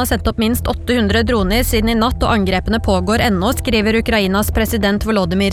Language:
Norwegian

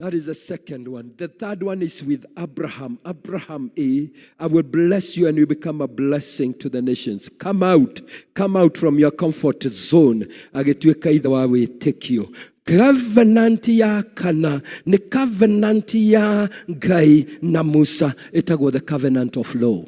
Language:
Kikuyu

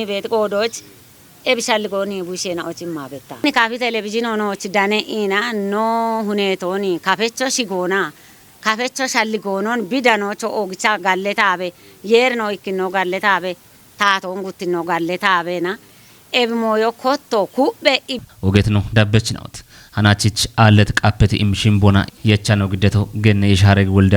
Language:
Kafa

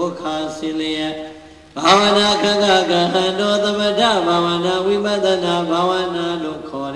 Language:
Burmese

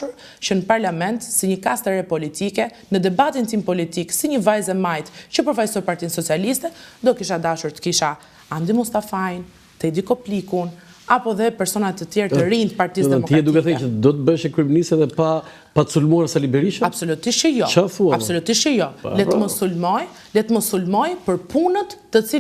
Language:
Albanian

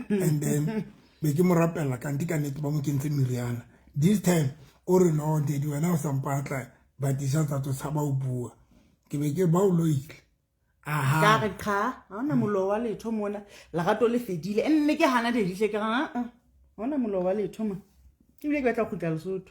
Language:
Southern Sotho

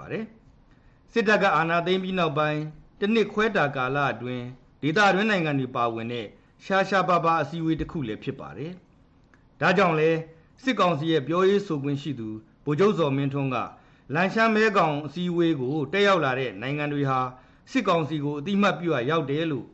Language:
Burmese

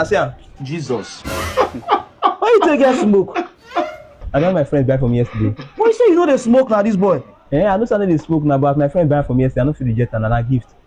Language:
Nigerian Pidgin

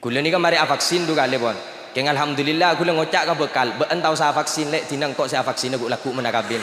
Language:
Madurese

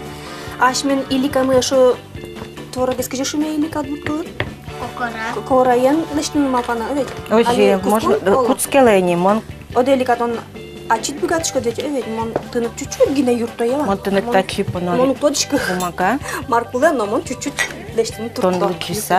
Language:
Udmurt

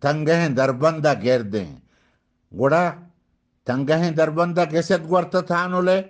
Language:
Eastern Balochi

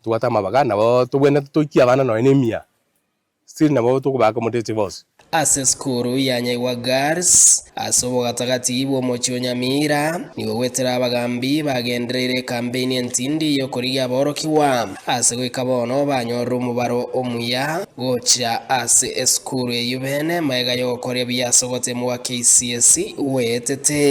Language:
Gusii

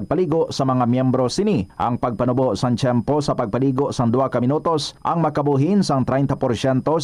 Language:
Hiligaynon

